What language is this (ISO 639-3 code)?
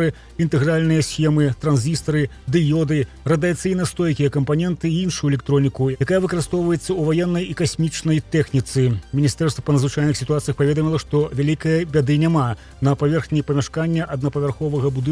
bel